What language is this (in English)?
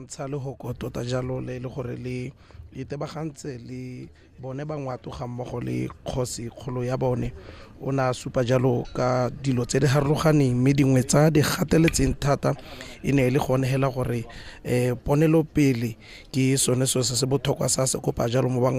Tswana